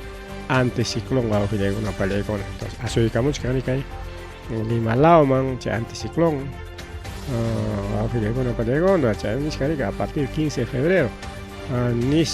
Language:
Ayacucho Quechua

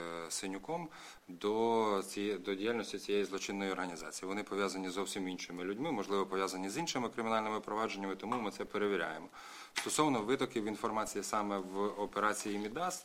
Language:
Ukrainian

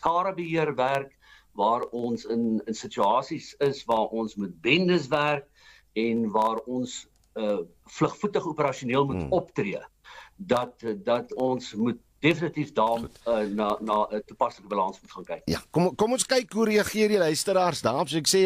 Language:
Afrikaans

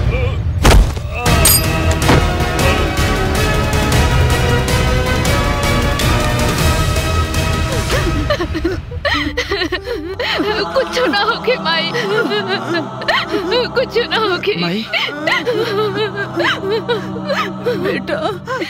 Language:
Bhojpuri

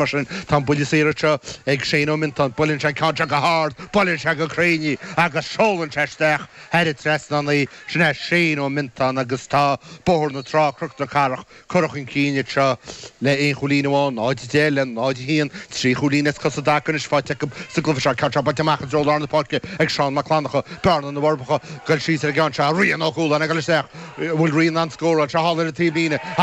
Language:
Irish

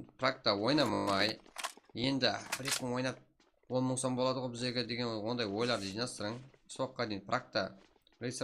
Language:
Kara-Kalpak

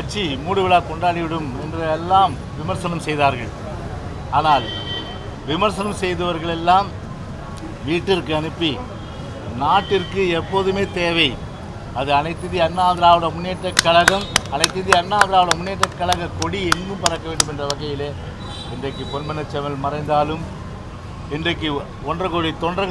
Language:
Tamil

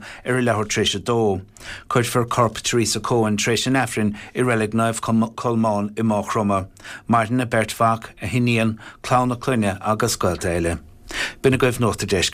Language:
Irish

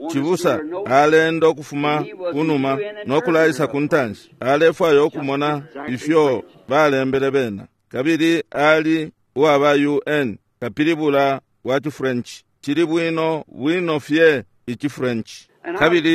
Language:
Bemba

